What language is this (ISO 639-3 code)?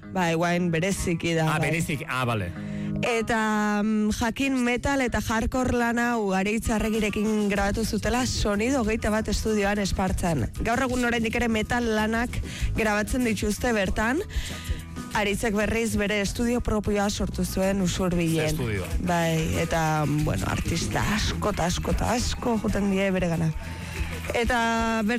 eus